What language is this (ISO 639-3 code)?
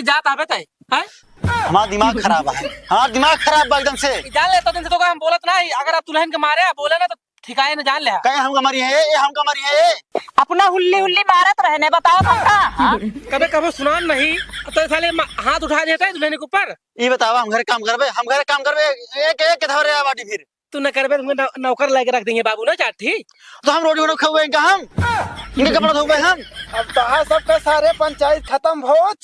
awa